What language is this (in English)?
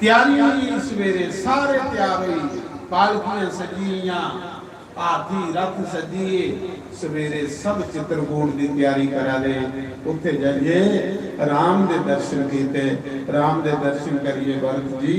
Dogri